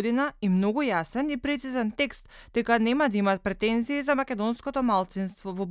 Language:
Macedonian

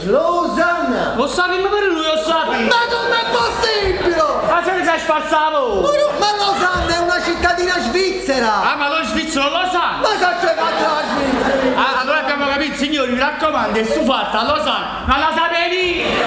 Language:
Neapolitan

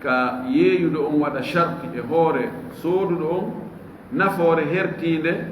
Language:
Fula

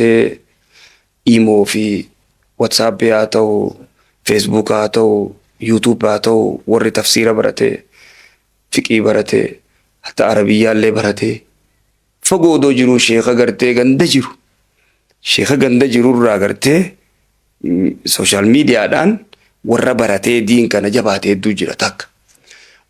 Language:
Oromo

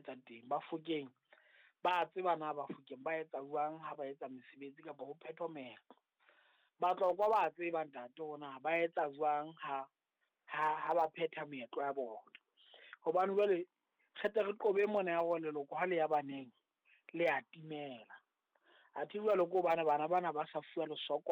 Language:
Southern Sotho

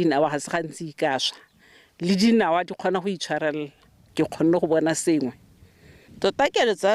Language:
Tswana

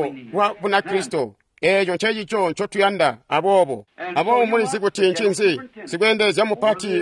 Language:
Tonga (Zambia)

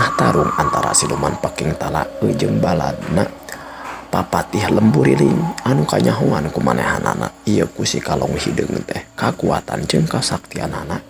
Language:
Sundanese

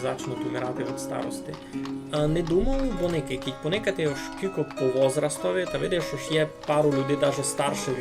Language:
Rusyn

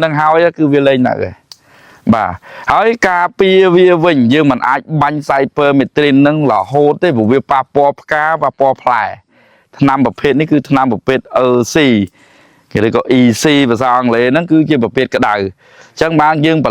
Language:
Khmer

